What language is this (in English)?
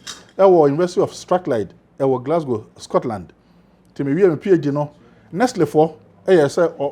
Akan